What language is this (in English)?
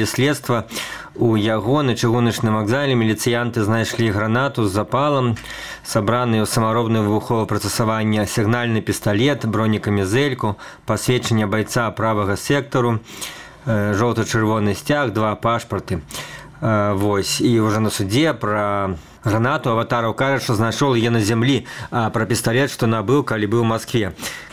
Belarusian